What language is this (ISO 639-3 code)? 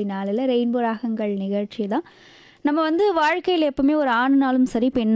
tam